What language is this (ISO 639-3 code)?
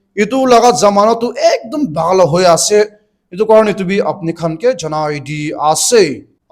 nag